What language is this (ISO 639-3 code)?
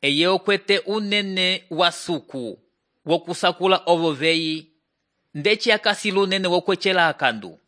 umb